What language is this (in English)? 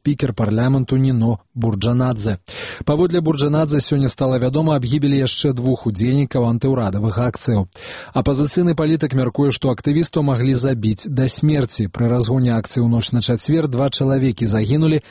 Belarusian